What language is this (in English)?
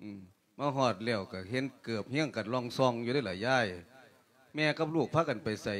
Lao